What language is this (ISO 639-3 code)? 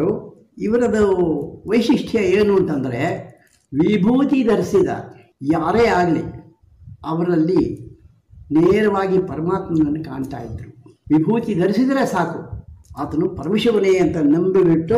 kan